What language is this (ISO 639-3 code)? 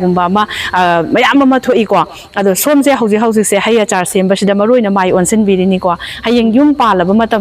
mni